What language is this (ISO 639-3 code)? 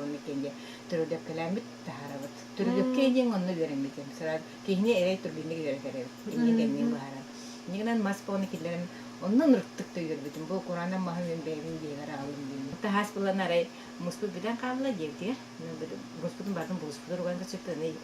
sah